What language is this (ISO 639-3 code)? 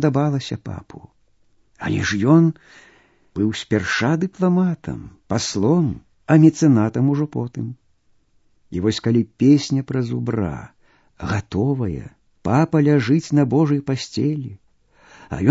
bel